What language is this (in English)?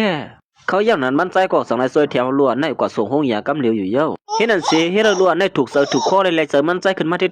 Shan